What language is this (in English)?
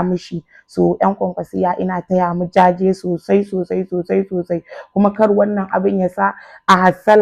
Hausa